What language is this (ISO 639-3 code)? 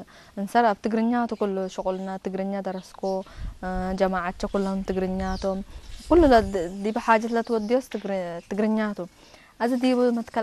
tig